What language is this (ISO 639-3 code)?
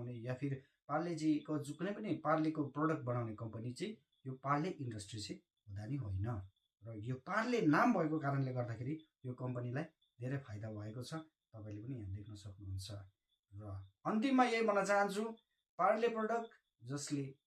nep